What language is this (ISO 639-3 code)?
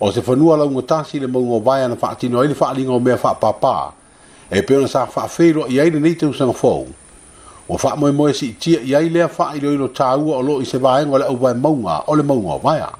smo